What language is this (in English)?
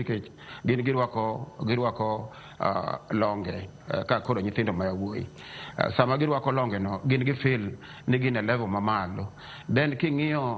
Luo (Kenya and Tanzania)